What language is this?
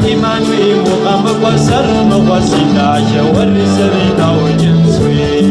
Kabardian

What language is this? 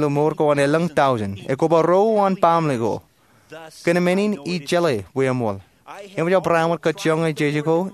Marshallese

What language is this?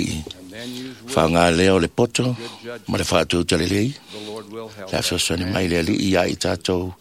Samoan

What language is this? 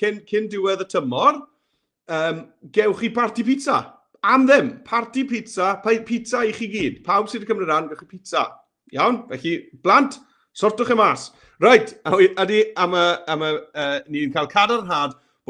Welsh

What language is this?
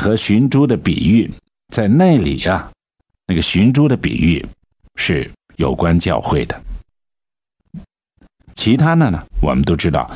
Chinese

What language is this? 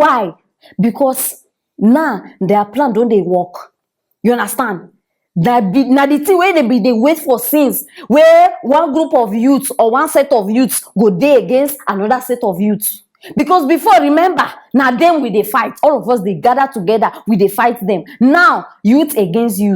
Nigerian Pidgin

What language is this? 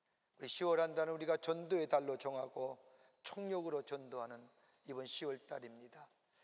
Korean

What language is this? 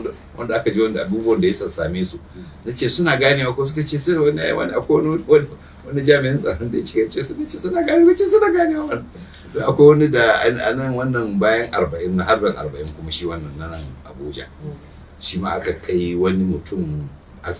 Hausa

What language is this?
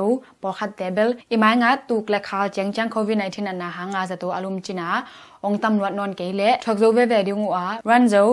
Tedim Chin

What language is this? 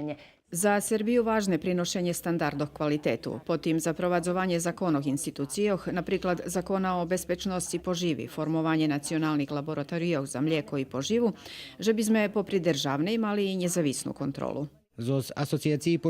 Rusyn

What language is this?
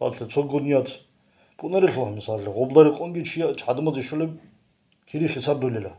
Avaric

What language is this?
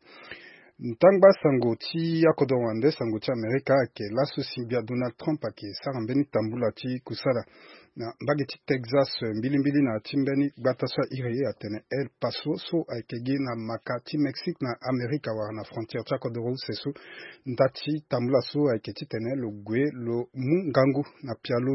Sango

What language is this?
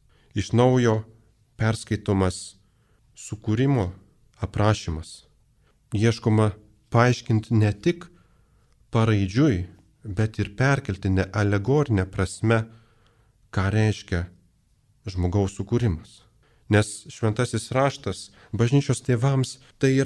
Lithuanian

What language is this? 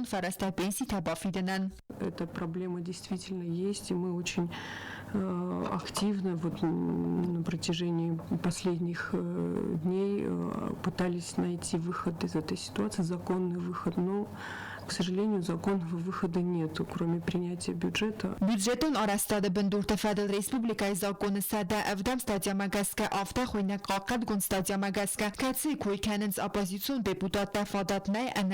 Ossetic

